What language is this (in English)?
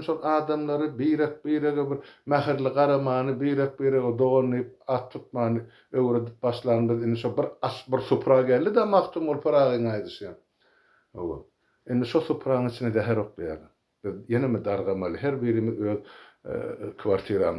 Turkmen